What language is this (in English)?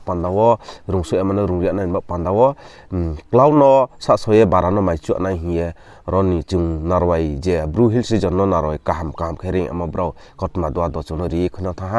Riang (India)